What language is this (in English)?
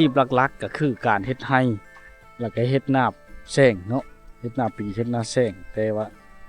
Lao